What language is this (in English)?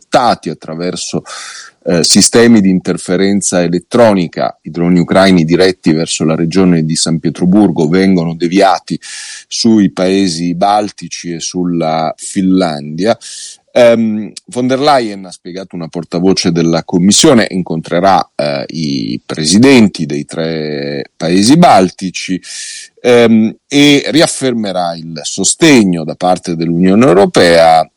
Italian